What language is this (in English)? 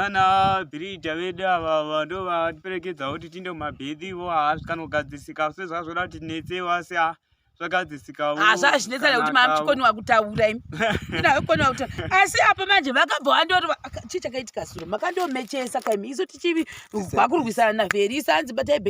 Shona